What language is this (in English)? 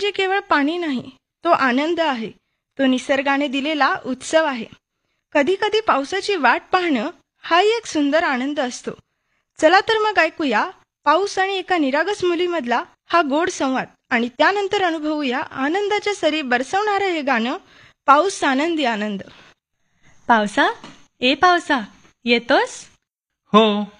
Marathi